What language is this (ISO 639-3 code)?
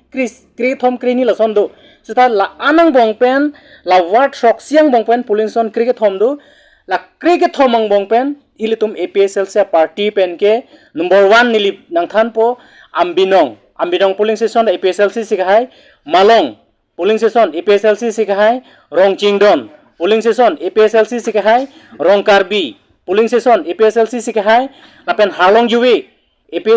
mjw